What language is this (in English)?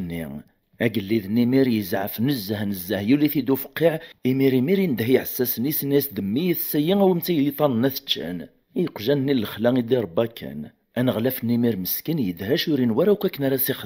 Kabyle